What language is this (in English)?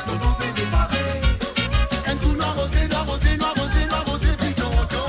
Morisyen